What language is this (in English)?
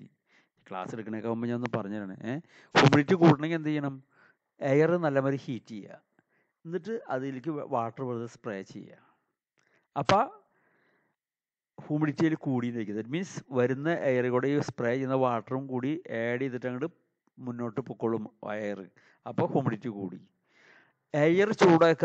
Malayalam